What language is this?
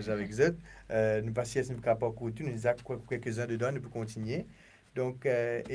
Morisyen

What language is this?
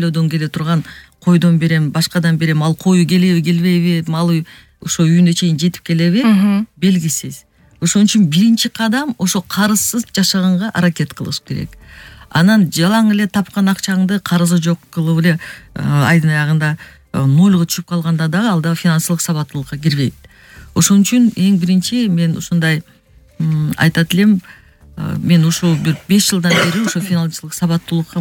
Kyrgyz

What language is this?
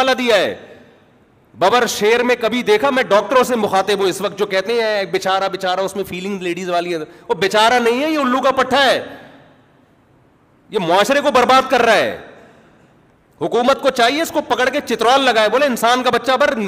Urdu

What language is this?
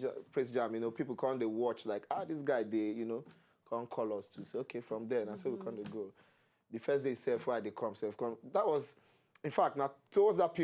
Nigerian Pidgin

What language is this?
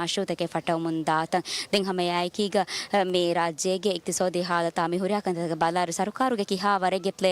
Divehi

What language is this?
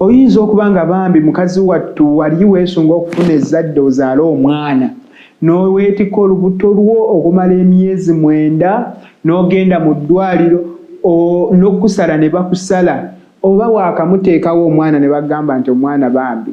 Ganda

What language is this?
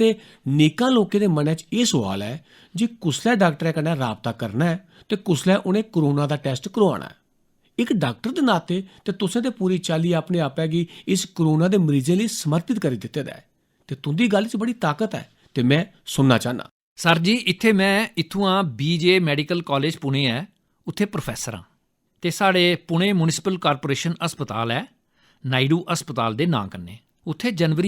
Dogri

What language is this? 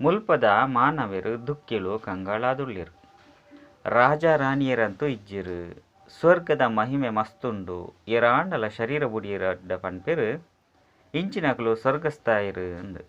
Tulu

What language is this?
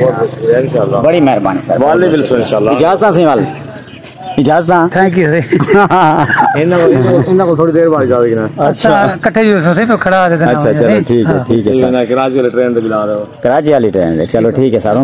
Saraiki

